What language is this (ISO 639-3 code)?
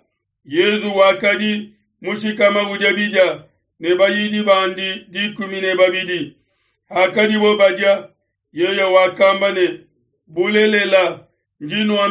lua